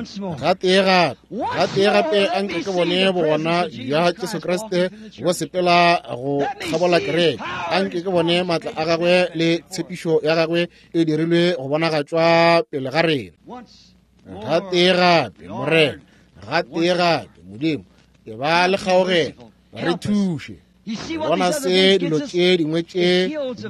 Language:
Northern Sotho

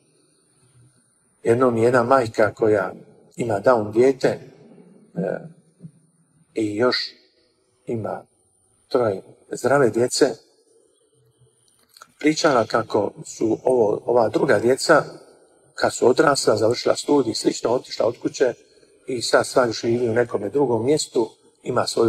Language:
Croatian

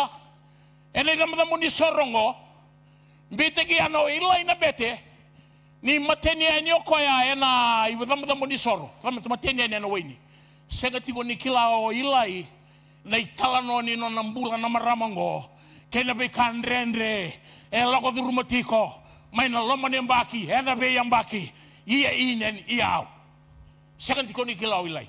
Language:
Fijian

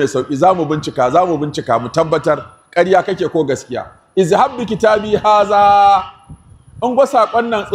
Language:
Hausa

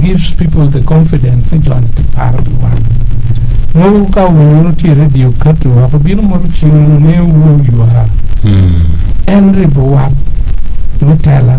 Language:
Acoli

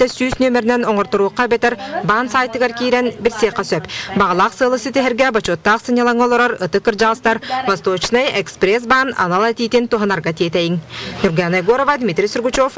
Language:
Yakut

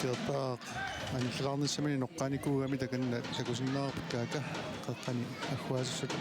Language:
Kalaallisut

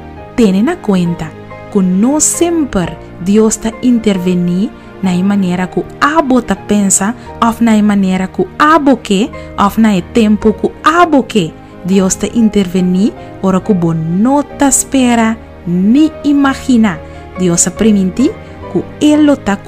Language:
Papiamento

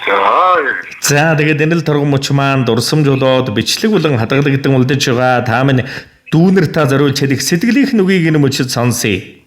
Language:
Mongolian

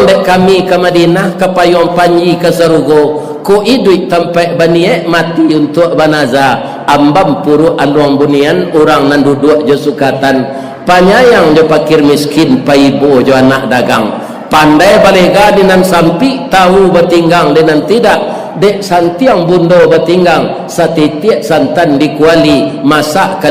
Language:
Minangkabau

